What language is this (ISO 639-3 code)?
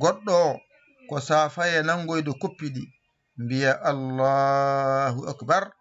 ful